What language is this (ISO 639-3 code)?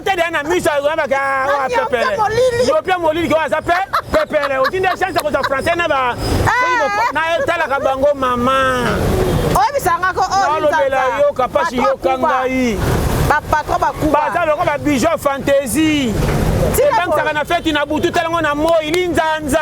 lin